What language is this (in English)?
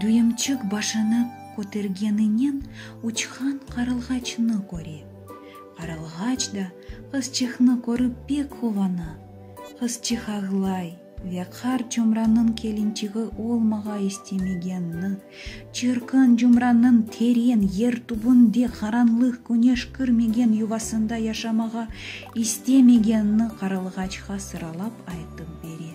Crimean Tatar